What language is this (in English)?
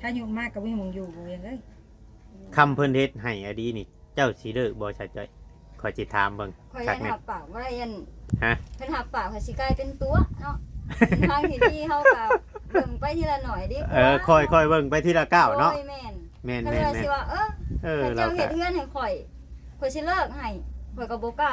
Northeastern Thai